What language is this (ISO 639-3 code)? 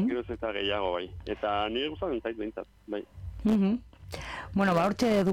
eus